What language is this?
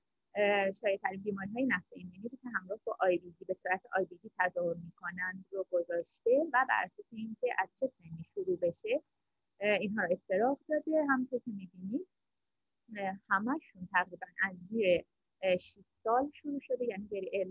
Persian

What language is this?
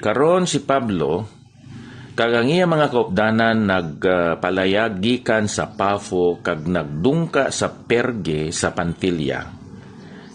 Hiligaynon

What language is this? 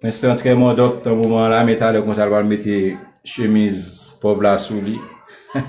Haitian Creole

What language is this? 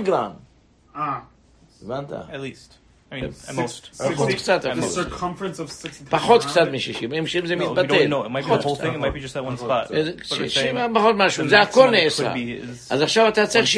Hebrew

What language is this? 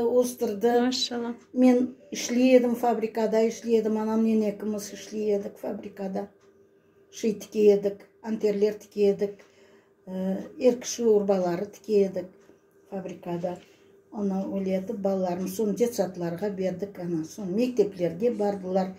Crimean Tatar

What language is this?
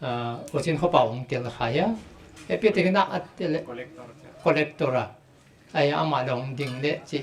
Paite Chin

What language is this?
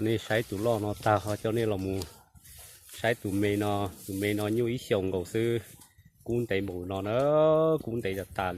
Hmong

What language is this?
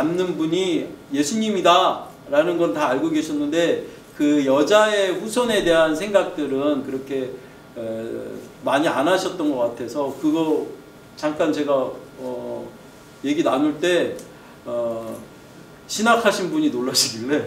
Korean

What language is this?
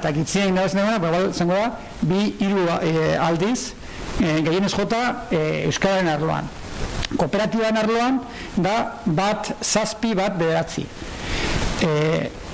Basque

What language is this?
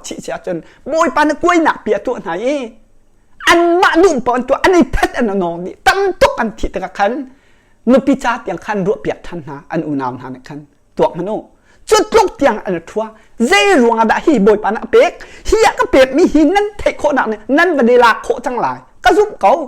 Hakha Chin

